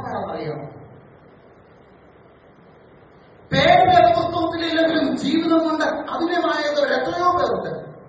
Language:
Malayalam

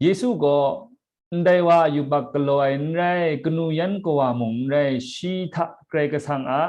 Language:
Kachin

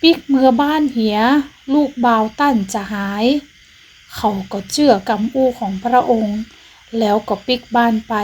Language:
Northern Thai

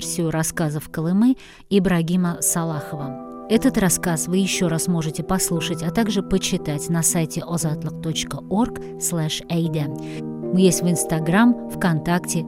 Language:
Tatar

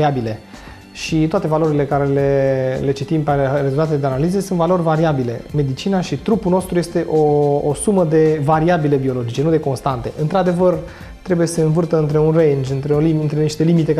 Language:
Romanian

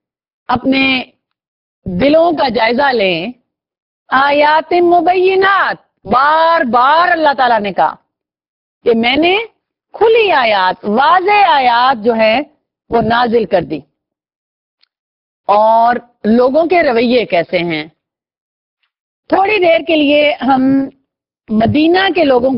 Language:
Urdu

